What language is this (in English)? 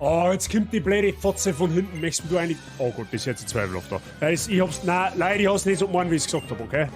Bavarian